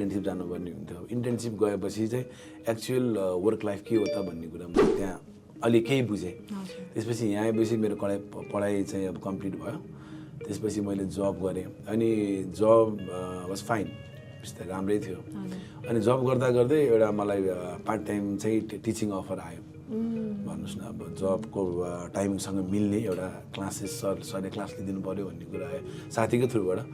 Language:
Nepali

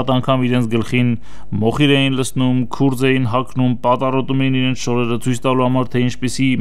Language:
Armenian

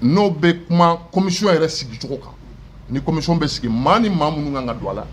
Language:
Bambara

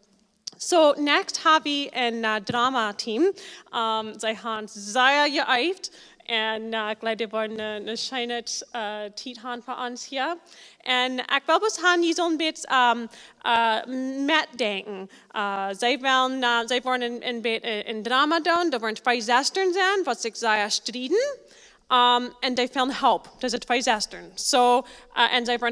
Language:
Plautdietsch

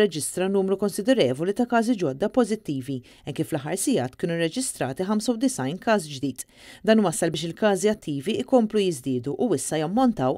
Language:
Maltese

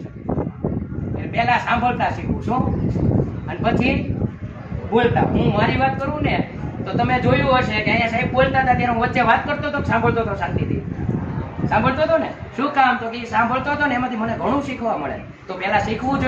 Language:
Gujarati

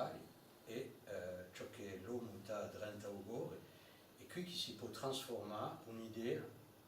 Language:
Corsican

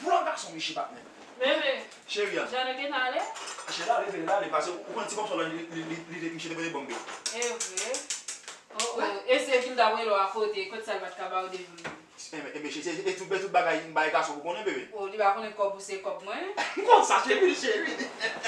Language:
Haitian Creole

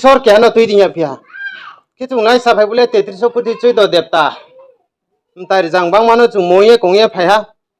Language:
Riang (India)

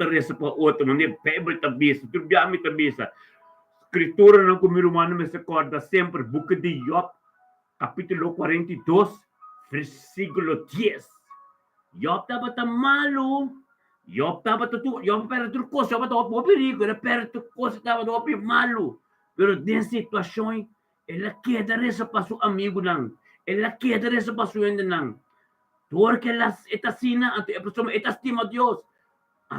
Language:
Papiamento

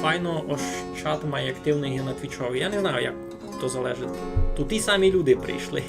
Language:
Rusyn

